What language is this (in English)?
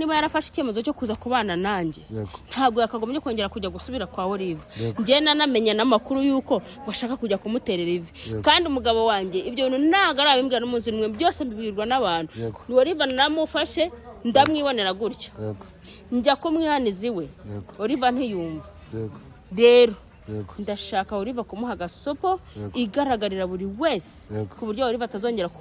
Kinyarwanda